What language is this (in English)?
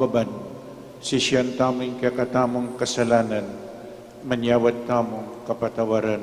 Pampanga